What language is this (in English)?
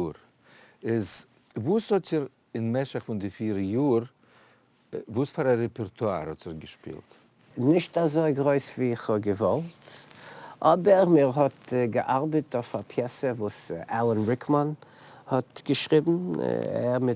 Yiddish